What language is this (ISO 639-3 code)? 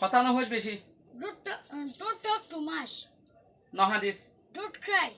rhg